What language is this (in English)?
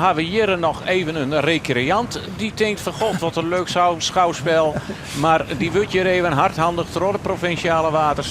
Western Frisian